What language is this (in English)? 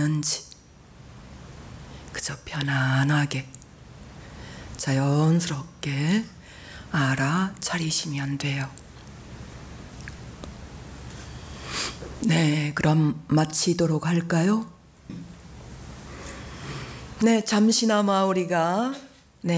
Korean